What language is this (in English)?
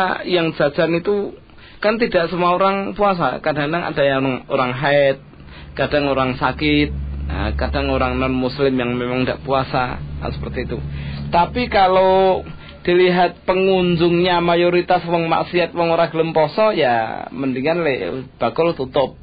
Indonesian